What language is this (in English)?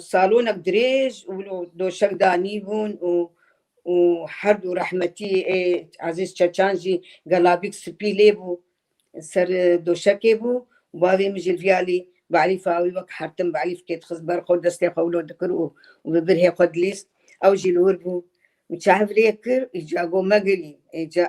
Kurdish